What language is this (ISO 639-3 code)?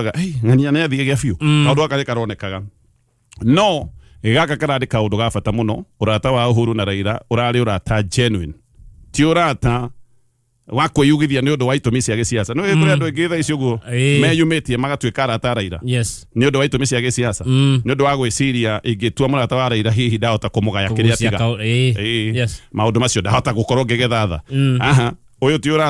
kik